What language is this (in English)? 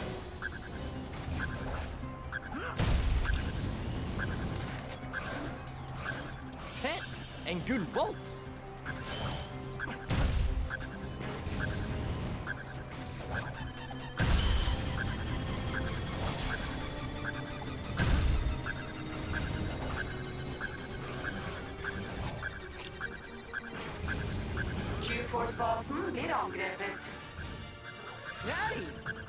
Norwegian